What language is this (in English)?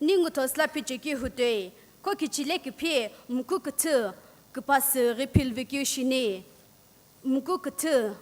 Sumi Naga